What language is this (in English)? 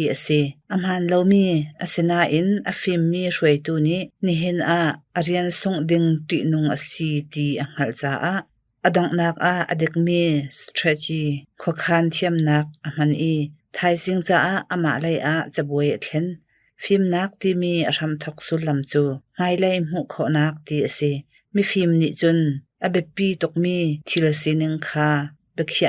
Hakha Chin